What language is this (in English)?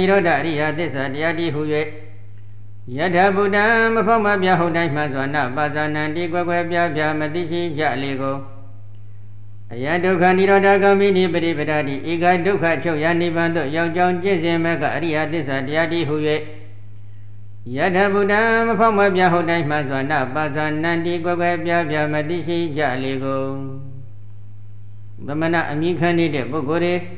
Burmese